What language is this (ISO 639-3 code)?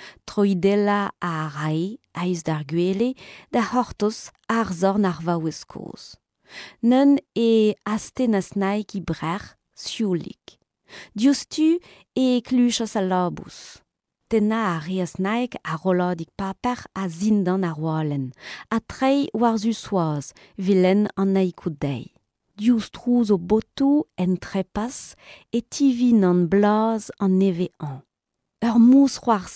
bre